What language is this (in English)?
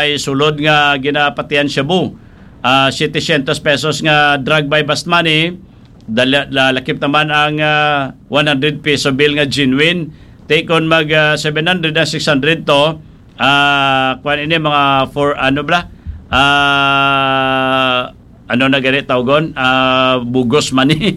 Hiligaynon